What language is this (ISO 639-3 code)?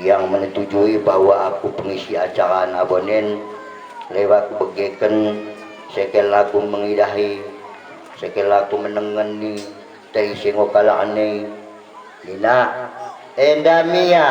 btd